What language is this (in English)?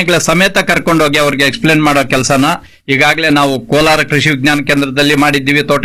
Kannada